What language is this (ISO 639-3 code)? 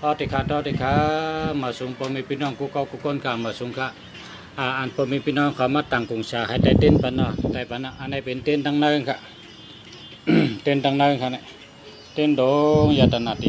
shn